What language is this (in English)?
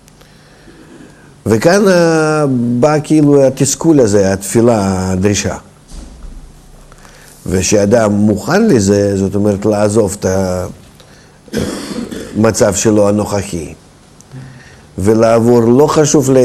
Hebrew